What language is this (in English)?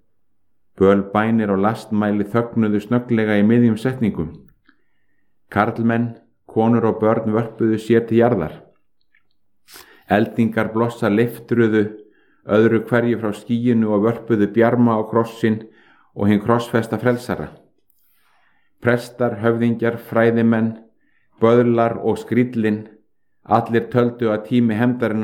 Icelandic